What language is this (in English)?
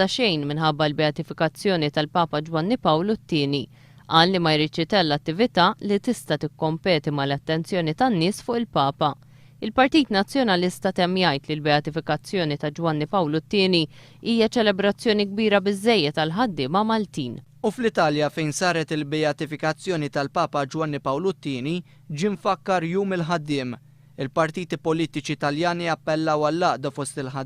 Maltese